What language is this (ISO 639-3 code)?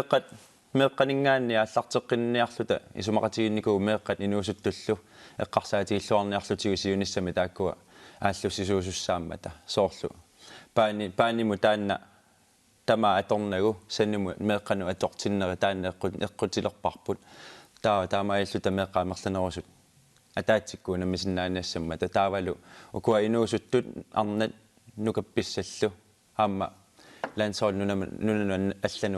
kal